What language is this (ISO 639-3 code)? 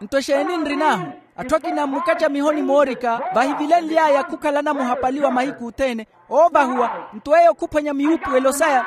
vmw